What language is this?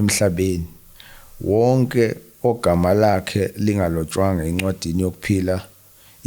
Zulu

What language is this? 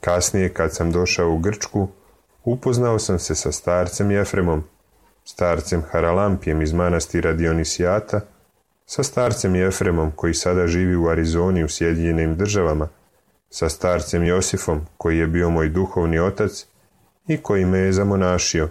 Serbian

